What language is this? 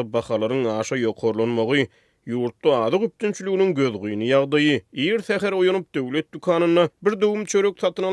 Turkmen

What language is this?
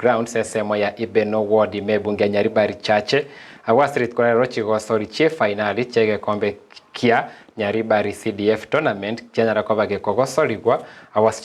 Gusii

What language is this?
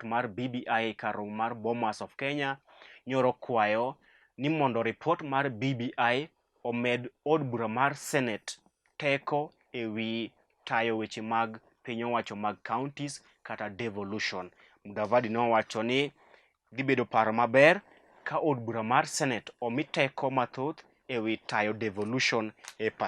Luo (Kenya and Tanzania)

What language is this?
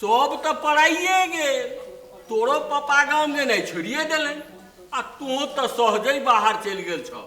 Maithili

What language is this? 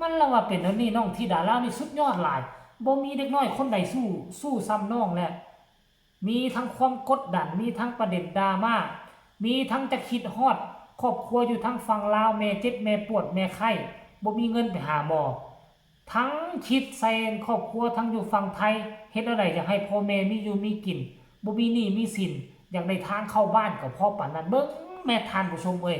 Northeastern Thai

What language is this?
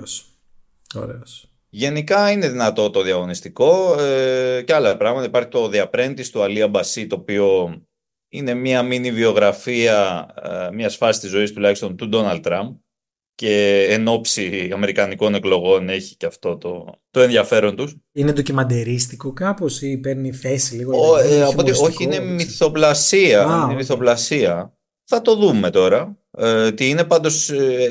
Greek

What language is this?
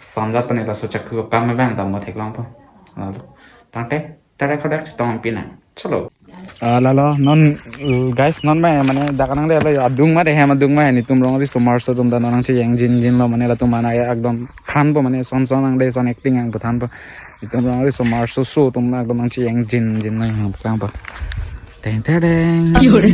Karbi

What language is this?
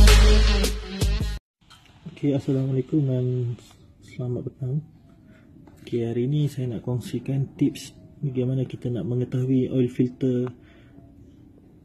Malay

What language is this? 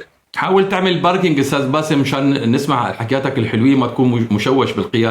North Levantine Arabic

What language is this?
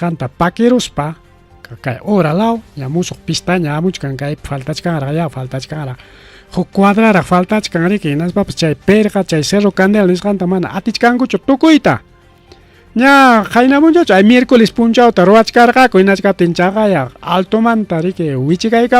Ayacucho Quechua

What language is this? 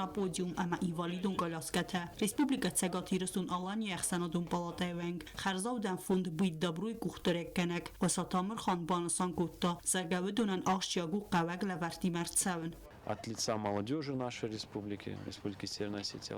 Ossetic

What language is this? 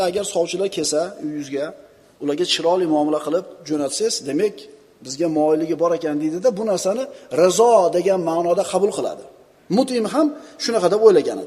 Uzbek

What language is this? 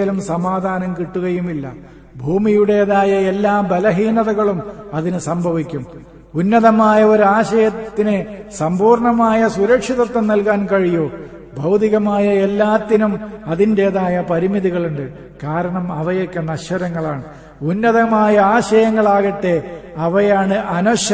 Malayalam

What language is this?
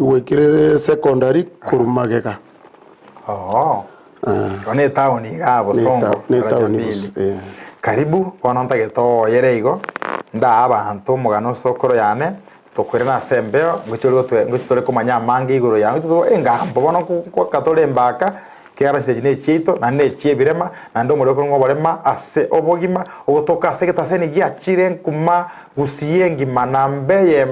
Gusii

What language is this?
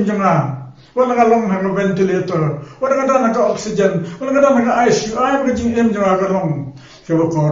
Khasi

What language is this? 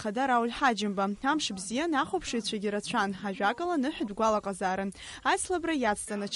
Abkhazian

